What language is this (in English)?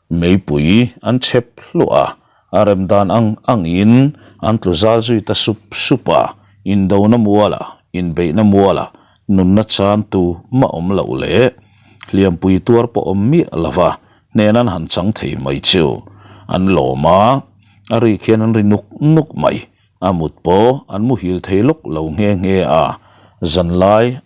Mizo